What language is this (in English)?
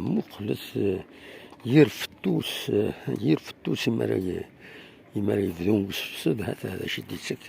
Kabyle